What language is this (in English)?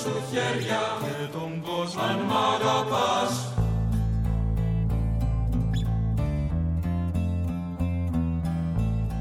Greek